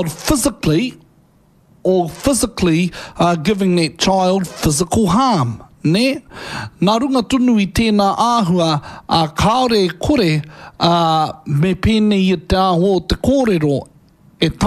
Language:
Māori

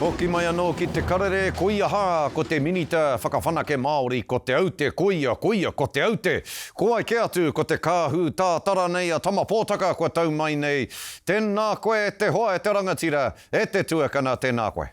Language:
Māori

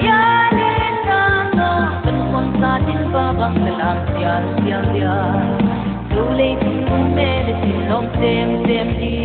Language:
Paite Chin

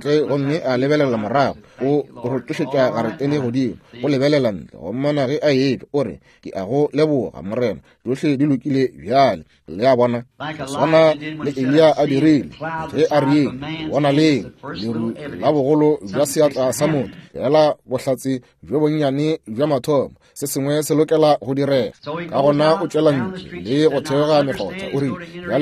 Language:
Northern Sotho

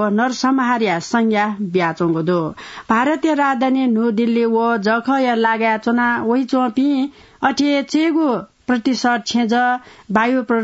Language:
Newari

